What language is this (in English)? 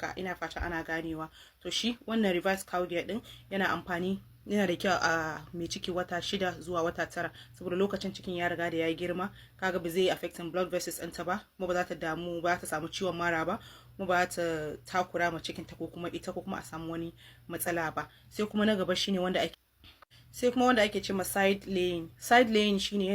Hausa